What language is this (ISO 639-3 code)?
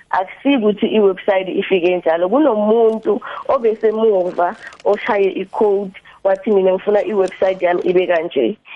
nbl